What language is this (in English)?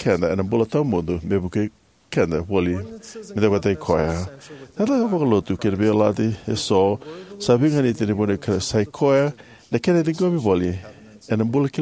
Fijian